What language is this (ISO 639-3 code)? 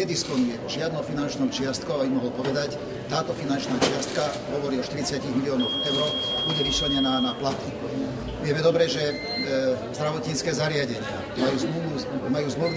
slk